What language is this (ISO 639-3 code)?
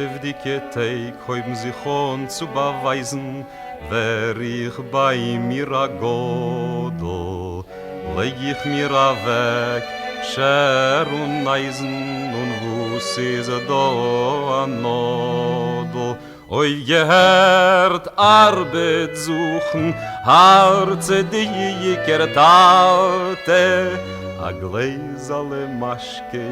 yid